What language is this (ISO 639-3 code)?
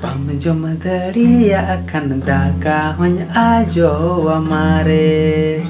sat